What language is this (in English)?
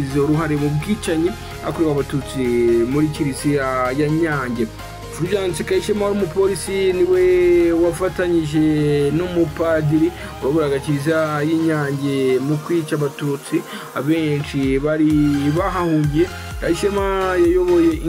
Kinyarwanda